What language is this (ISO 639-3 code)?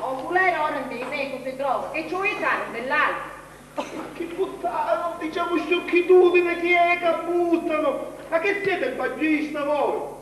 scn